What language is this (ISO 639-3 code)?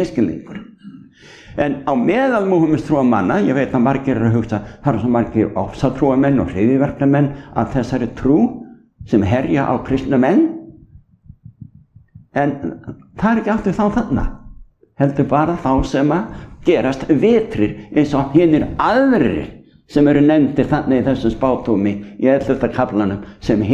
isl